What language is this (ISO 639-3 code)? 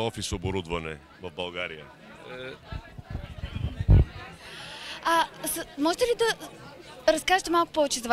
bul